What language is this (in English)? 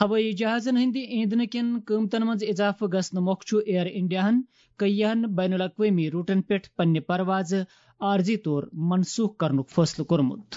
Kashmiri